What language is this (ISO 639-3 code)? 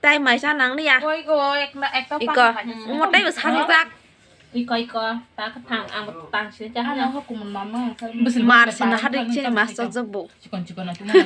trp